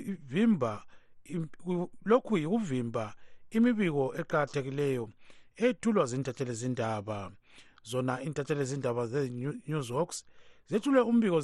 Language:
North Ndebele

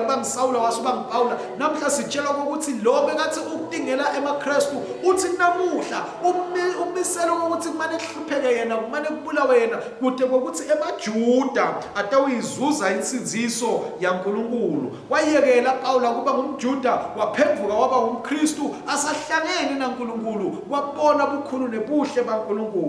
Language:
Swati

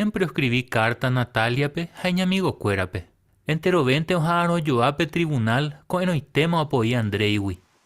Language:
Guarani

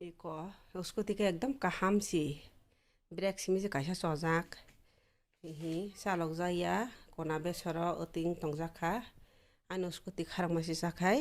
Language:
Kok Borok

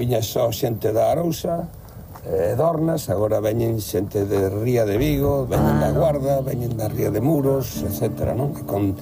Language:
Galician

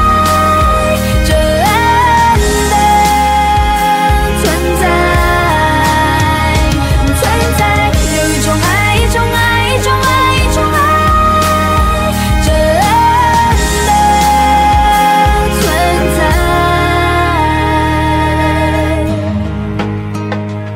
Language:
Chinese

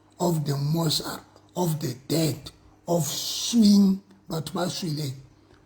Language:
Southern Sotho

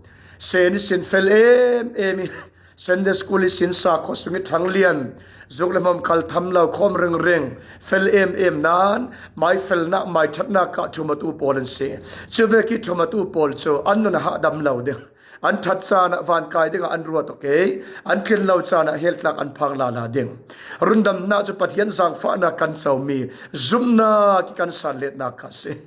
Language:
Falam Chin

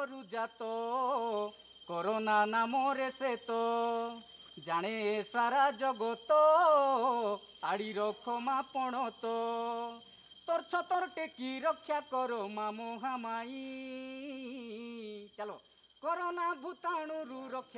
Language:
Odia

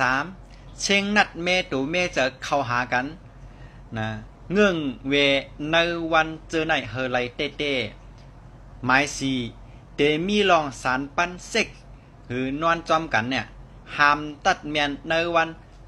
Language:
Shan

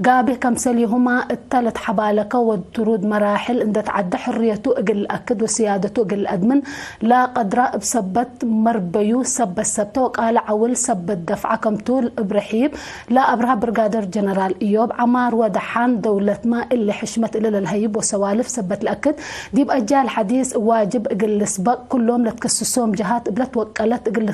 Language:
Tigre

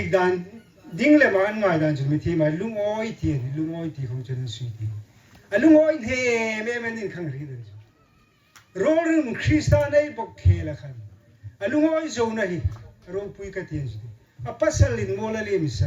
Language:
Hmar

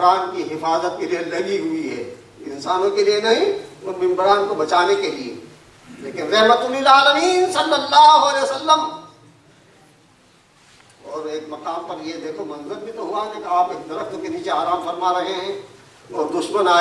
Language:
Urdu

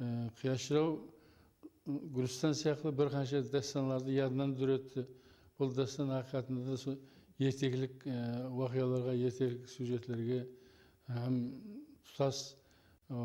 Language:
Kara-Kalpak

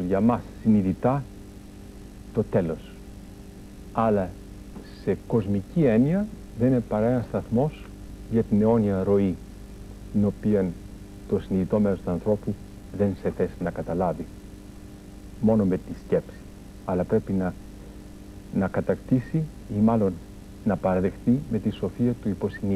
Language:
Greek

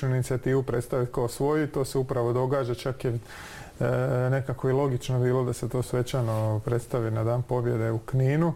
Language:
Croatian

